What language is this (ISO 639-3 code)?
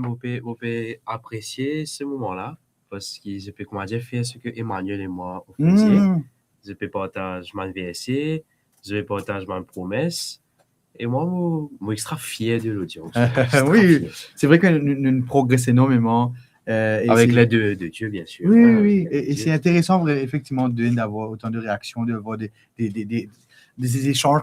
mfe